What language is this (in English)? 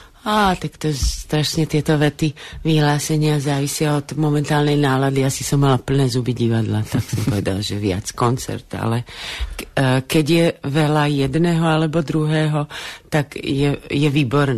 Slovak